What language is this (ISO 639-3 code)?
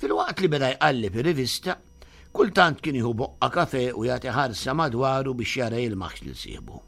mlt